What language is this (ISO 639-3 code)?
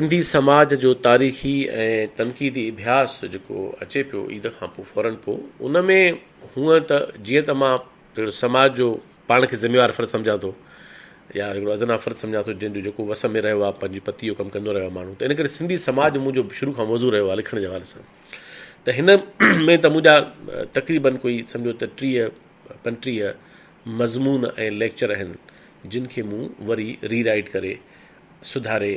snd